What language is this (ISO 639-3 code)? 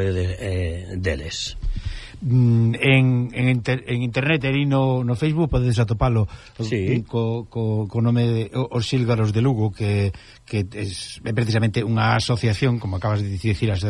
glg